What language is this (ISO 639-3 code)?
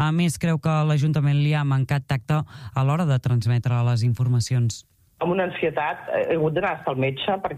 cat